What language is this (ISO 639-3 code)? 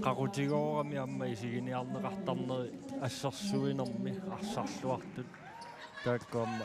kal